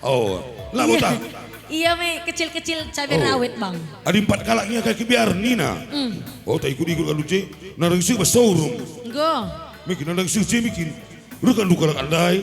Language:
Batak Karo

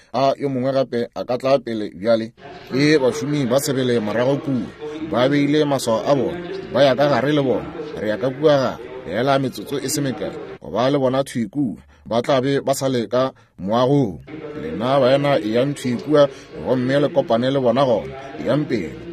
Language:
Northern Sotho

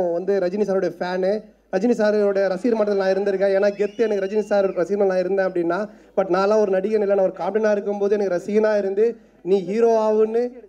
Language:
Tamil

